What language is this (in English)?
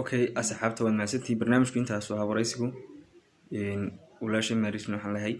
Somali